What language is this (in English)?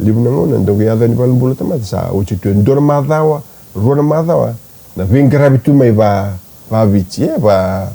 Fijian